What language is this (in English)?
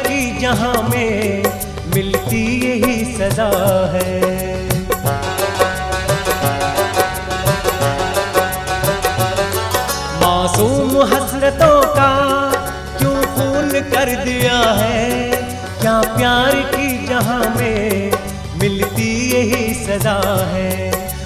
Hindi